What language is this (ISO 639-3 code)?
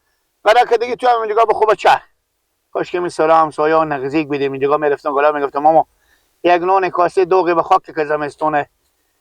fas